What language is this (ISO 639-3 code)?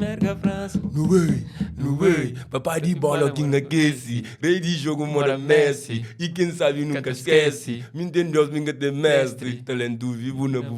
kea